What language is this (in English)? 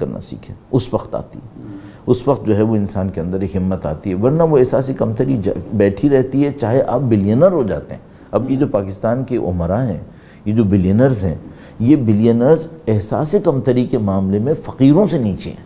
Urdu